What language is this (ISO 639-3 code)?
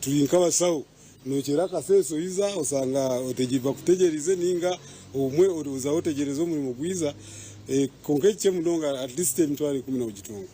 nyn